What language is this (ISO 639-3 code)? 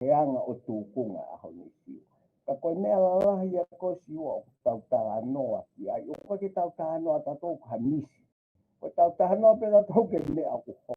ton